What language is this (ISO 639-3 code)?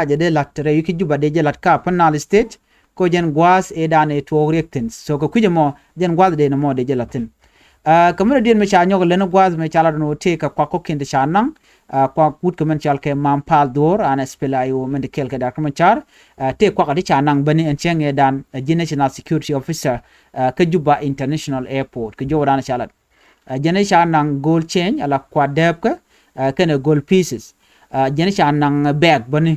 nus